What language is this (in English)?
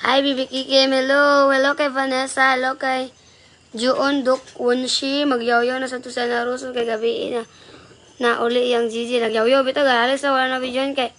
Cebuano